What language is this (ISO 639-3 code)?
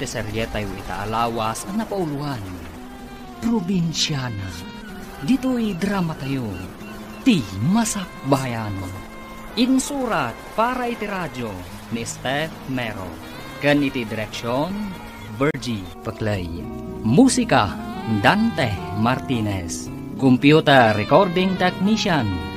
ilo